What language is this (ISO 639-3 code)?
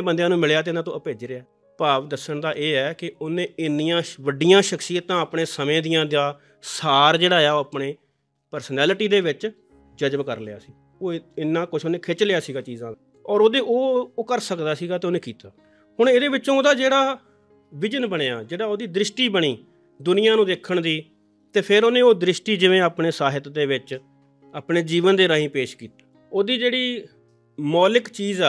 pan